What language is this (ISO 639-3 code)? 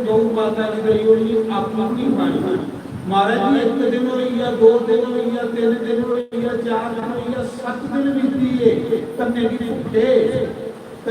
doi